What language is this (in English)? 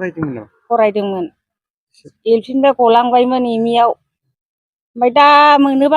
Bodo